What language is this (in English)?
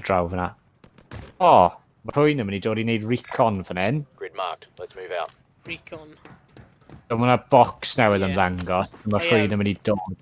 Welsh